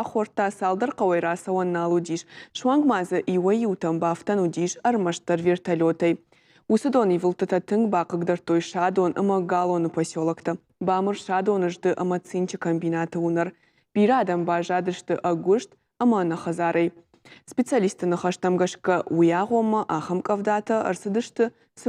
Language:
Ossetic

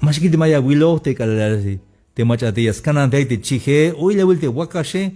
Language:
Tzeltal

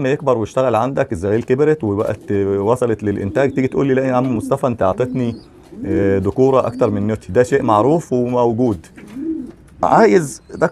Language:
Egyptian Arabic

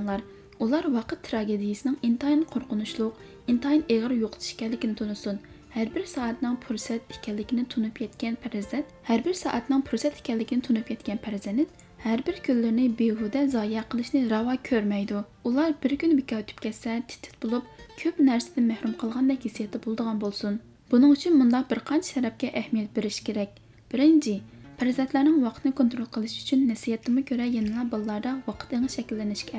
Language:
Uyghur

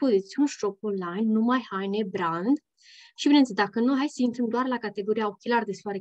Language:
Romanian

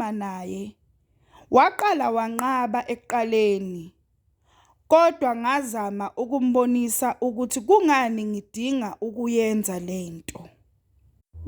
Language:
Zulu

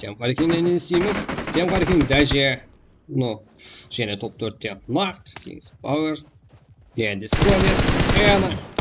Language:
Kara-Kalpak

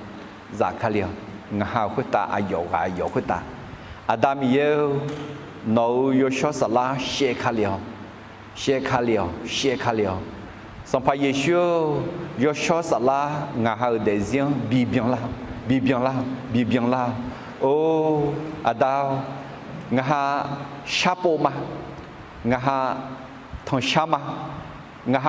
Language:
Akha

